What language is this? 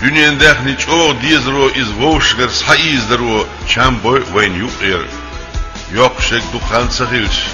Chechen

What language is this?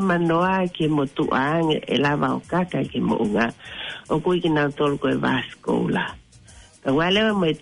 Tongan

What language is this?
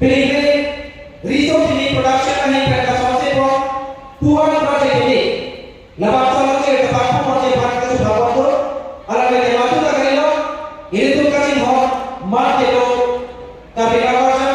Karbi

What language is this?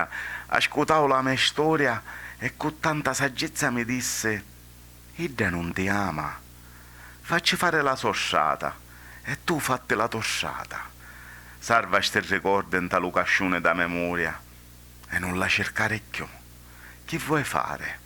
Sicilian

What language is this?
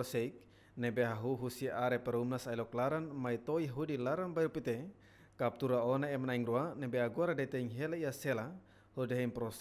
Tetum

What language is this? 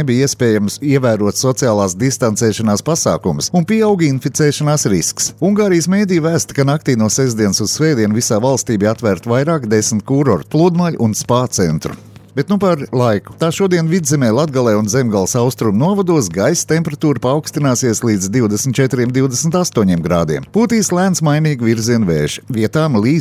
Latvian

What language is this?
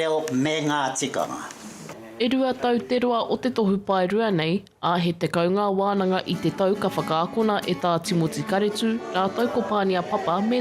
Māori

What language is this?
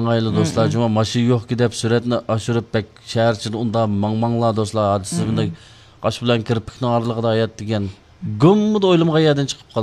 Uyghur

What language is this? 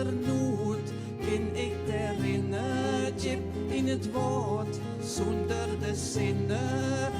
Western Frisian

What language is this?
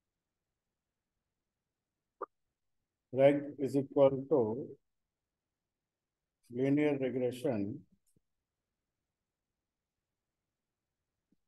English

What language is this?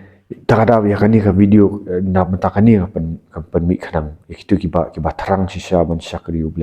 Khasi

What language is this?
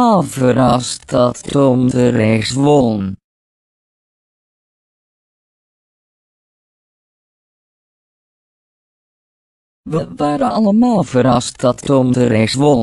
Dutch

